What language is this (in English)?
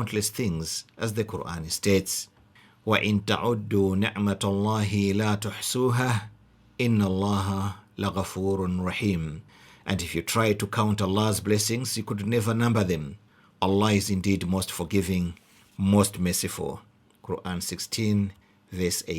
English